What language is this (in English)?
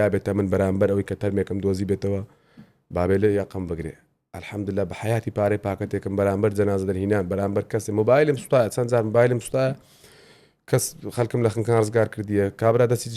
Central Kurdish